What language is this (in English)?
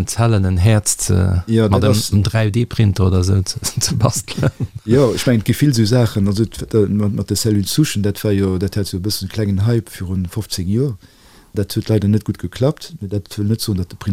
Luxembourgish